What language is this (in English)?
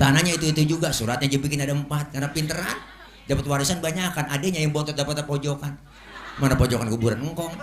Betawi